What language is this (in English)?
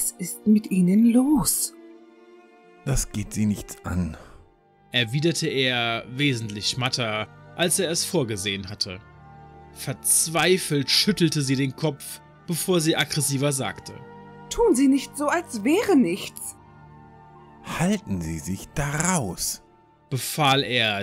German